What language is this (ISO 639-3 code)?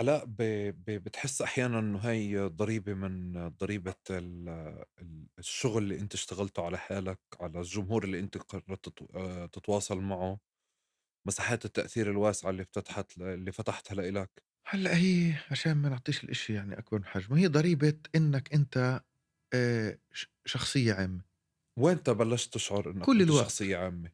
apc